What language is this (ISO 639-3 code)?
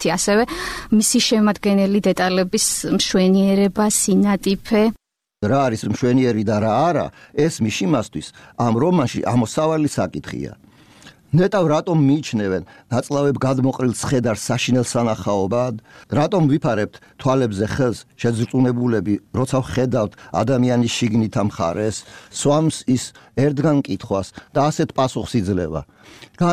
kat